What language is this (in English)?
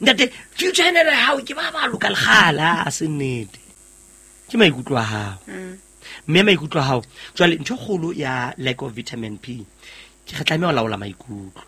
Southern Sotho